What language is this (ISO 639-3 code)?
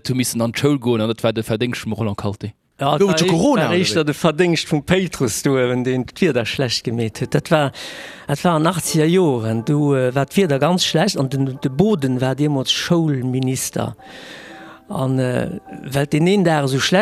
ltz